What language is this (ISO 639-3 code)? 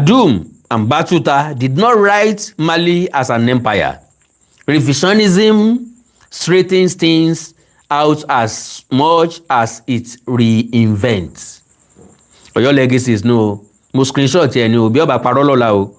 yor